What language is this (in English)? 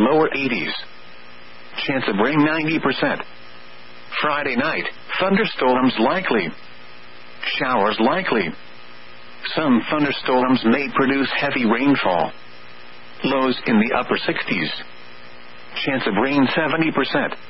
English